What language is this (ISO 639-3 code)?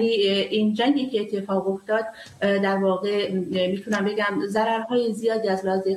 fas